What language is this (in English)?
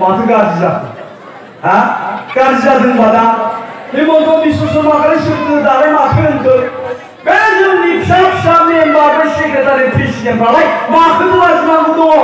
Bodo